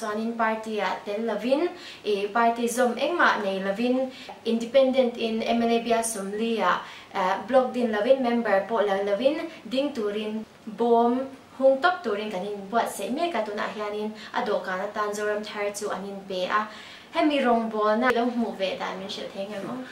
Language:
Mizo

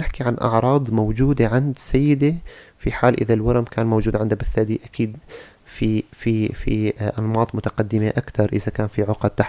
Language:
North Levantine Arabic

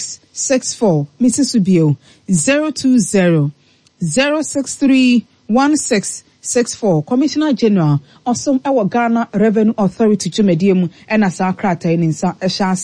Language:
Akan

